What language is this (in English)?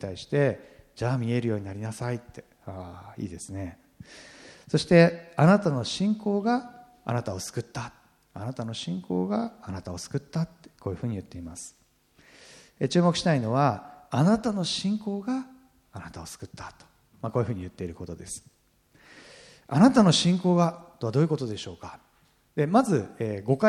Japanese